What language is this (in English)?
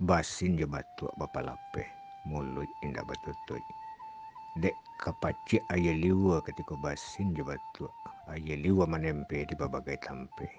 Minangkabau